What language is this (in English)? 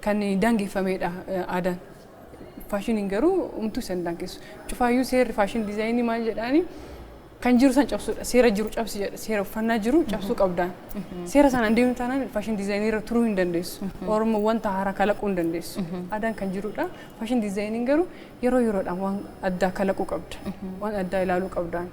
Oromo